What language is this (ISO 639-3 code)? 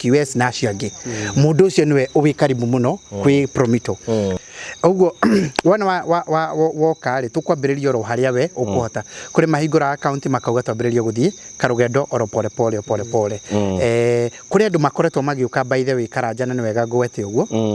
kik